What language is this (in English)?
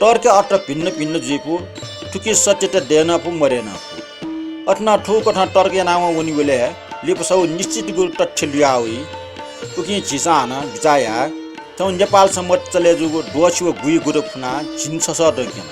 Newari